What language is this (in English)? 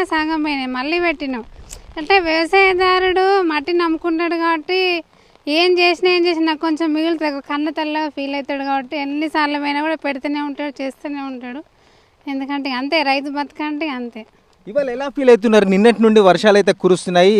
Telugu